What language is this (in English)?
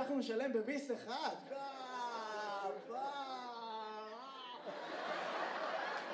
Hebrew